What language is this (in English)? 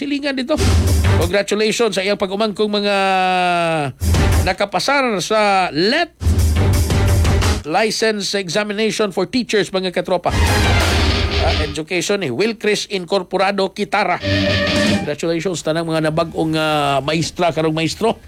Cebuano